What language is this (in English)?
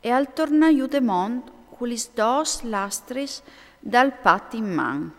Friulian